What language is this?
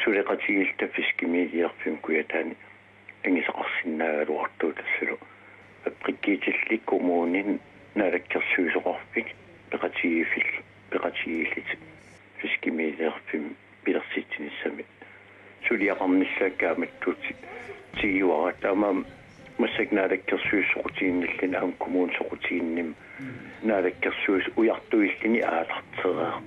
Kalaallisut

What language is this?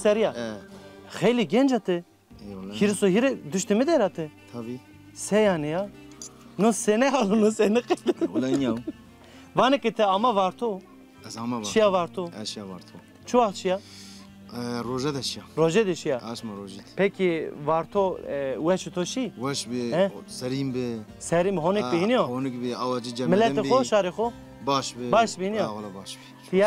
Zaza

